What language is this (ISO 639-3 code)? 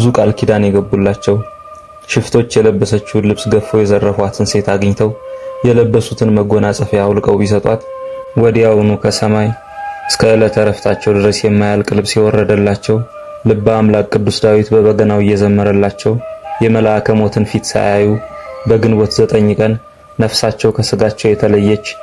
amh